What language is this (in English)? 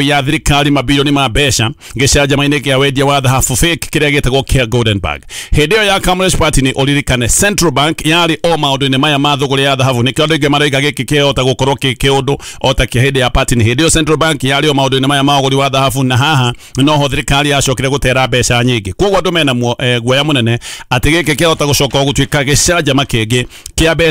Kikuyu